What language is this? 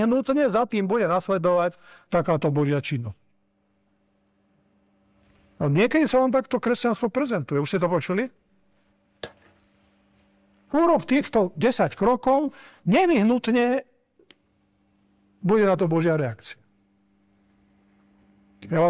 Slovak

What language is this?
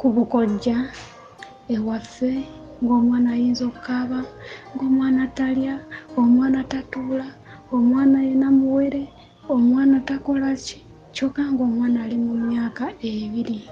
Ganda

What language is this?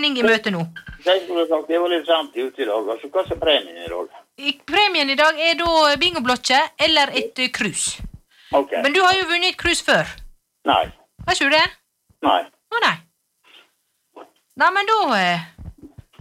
Norwegian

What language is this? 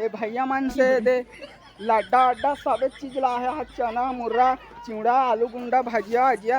Chhattisgarhi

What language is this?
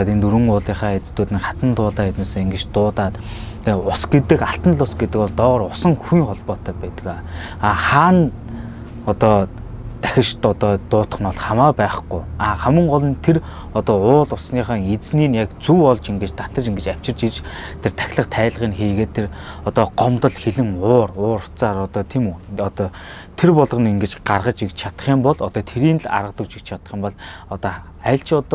Mongolian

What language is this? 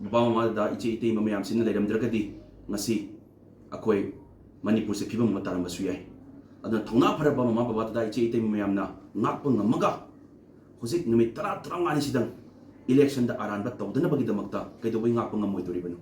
Manipuri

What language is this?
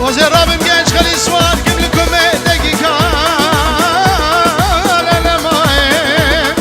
Kurdish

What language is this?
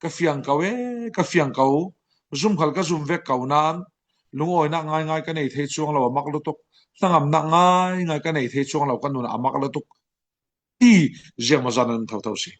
Falam Chin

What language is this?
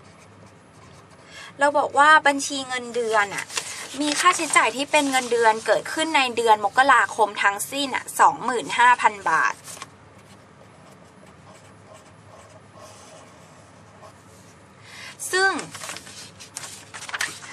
Thai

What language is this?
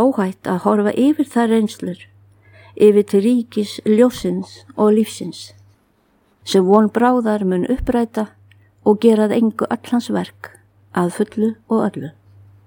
Icelandic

